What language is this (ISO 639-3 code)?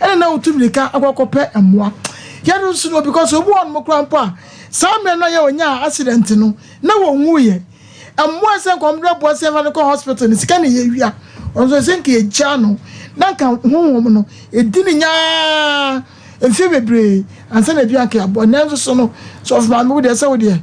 aka